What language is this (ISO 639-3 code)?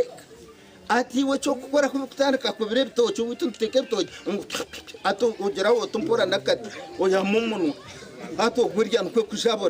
nyn